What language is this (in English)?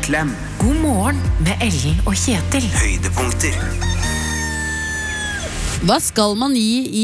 Norwegian